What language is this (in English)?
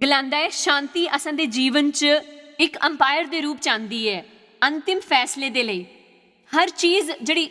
Dogri